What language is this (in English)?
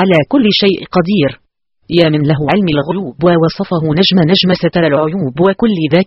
Arabic